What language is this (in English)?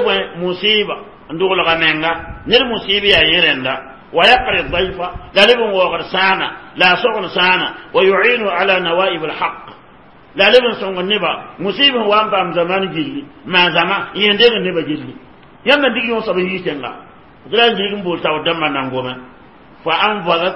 Mossi